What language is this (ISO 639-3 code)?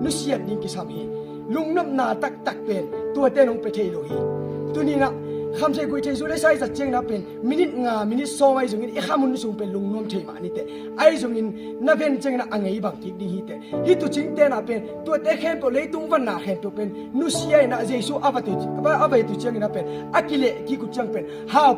ctd